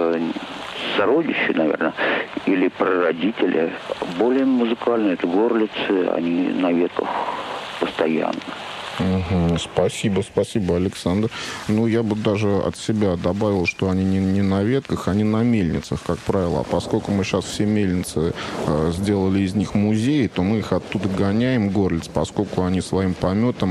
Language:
Russian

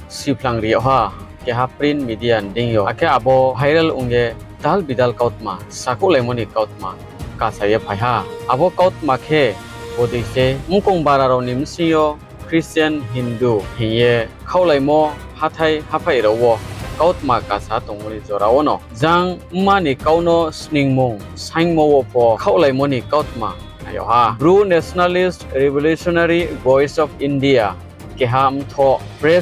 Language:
Riang (India)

